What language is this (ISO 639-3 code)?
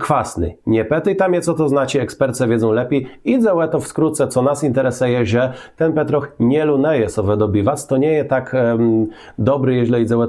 csb